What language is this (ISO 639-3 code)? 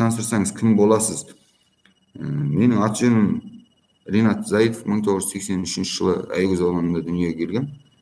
kaz